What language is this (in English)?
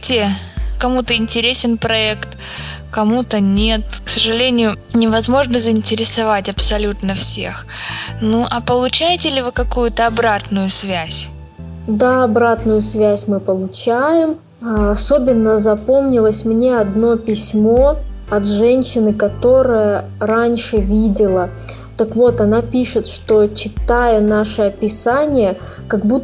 Russian